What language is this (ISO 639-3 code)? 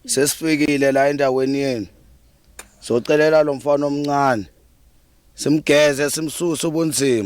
zul